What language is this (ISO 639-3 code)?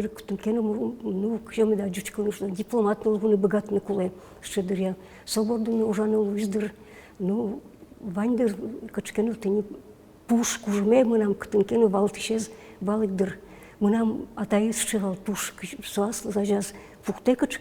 udm